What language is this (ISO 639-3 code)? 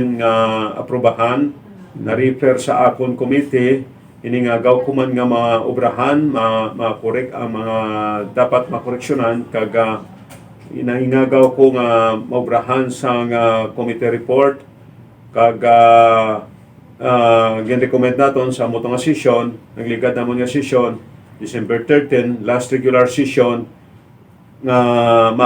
hil